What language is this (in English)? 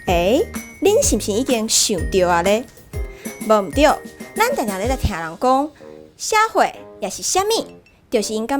Min Nan Chinese